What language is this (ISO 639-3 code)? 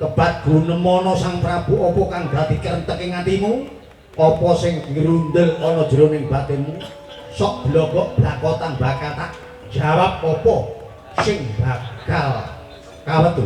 jav